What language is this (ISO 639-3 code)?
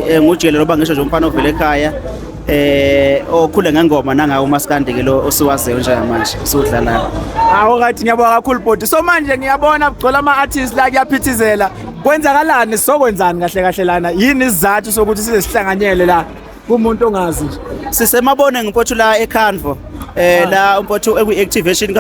zul